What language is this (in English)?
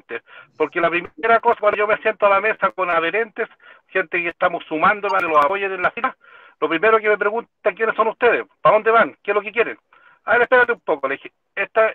Spanish